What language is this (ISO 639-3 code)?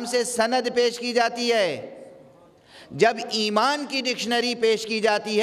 urd